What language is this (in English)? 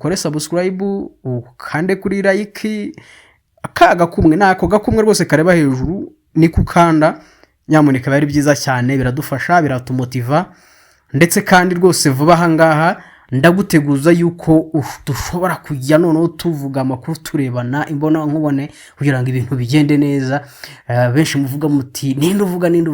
Kinyarwanda